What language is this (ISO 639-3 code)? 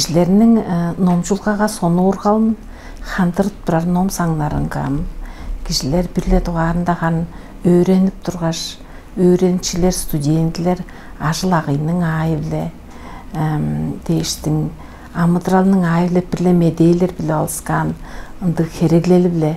tyv